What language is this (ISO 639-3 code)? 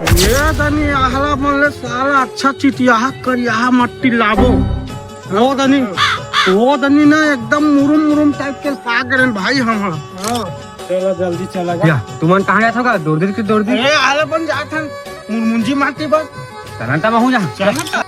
hne